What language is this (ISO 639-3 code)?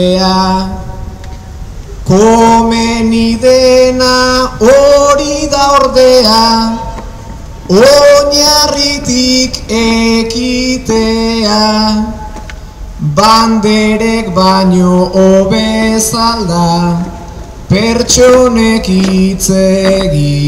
eus